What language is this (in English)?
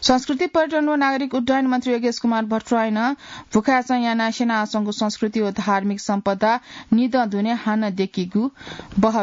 Newari